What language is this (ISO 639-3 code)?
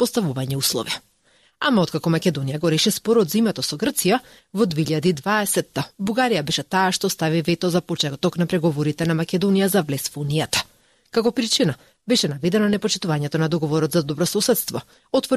mkd